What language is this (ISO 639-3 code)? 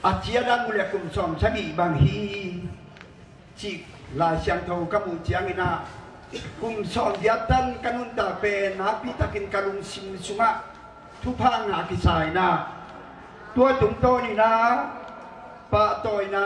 ctd